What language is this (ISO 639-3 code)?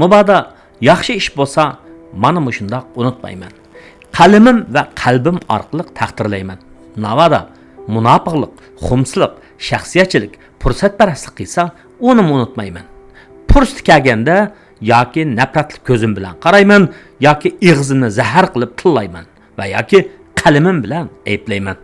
uig